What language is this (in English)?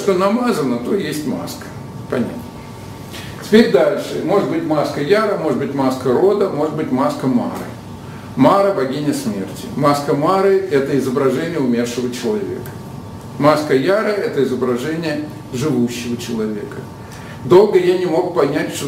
Russian